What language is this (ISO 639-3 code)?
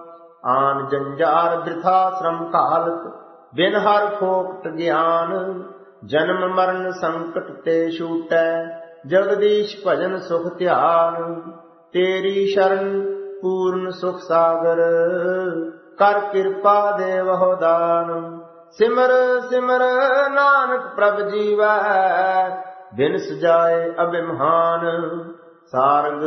pan